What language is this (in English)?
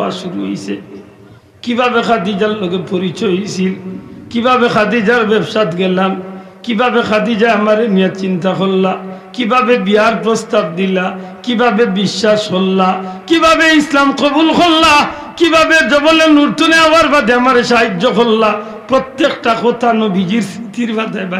Sylheti